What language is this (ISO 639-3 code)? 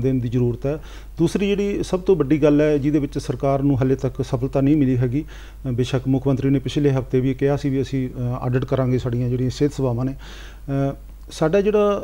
pan